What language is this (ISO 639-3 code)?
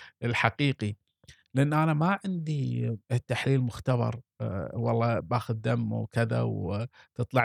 afb